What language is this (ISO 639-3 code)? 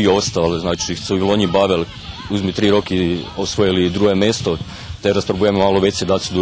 rue